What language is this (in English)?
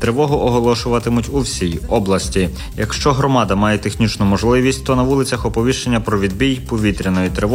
Ukrainian